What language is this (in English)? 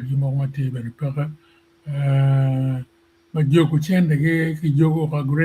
Acoli